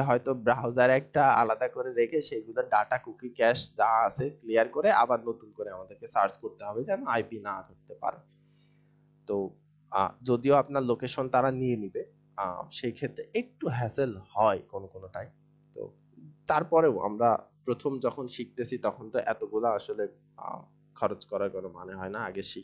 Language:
Bangla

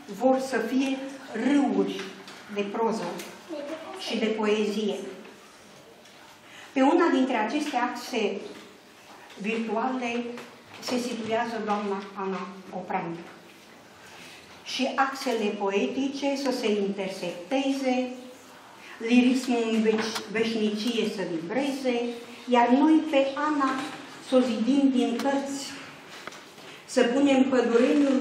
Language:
Romanian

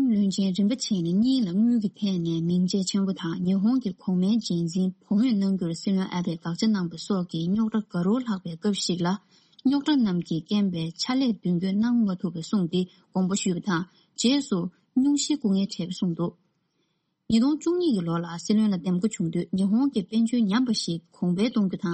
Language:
Tibetan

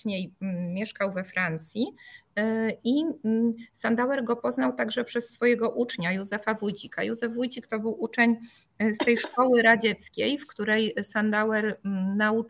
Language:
Polish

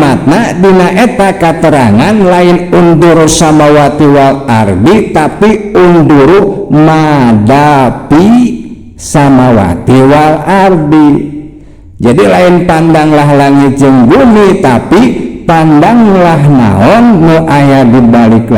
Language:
Sundanese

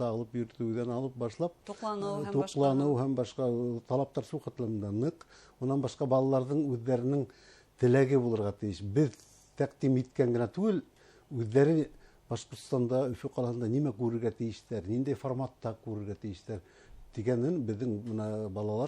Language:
Bashkir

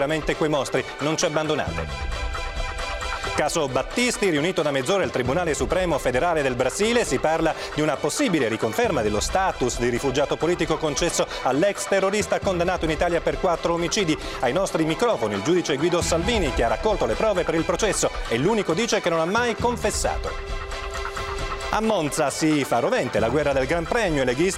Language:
Italian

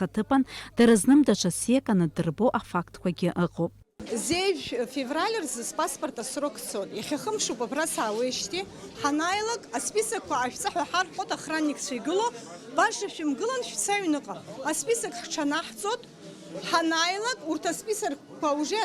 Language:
Abkhazian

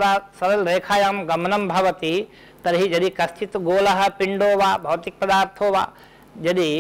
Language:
Sanskrit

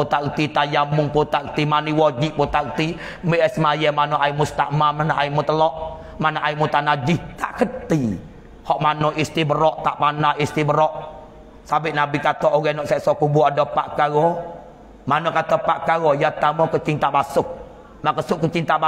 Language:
Malay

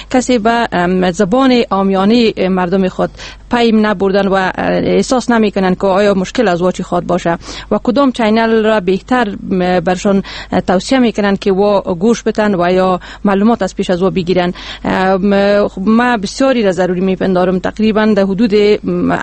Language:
Persian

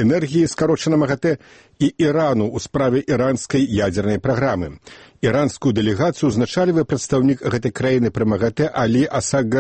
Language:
Belarusian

